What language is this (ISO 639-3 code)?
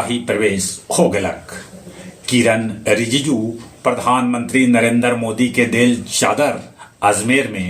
mag